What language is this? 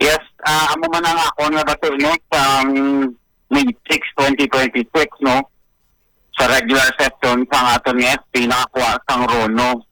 Hiligaynon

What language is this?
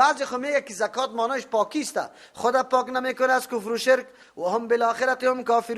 Persian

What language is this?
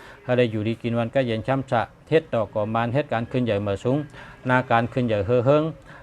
Shan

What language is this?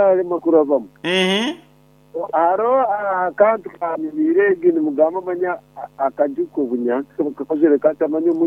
Nyoro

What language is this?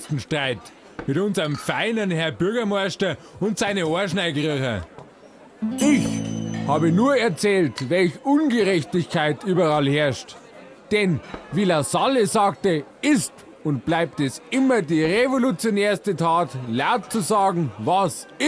Bavarian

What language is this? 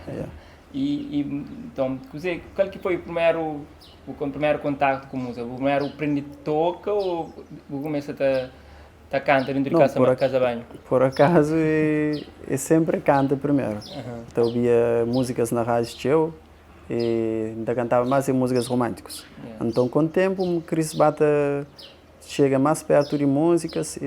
Kabuverdianu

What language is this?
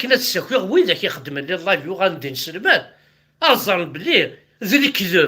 Kabyle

